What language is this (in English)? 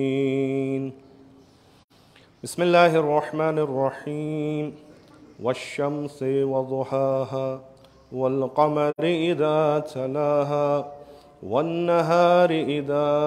Arabic